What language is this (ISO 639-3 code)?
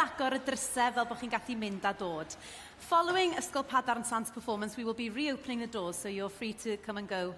cym